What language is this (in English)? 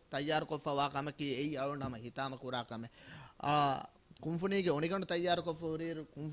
Divehi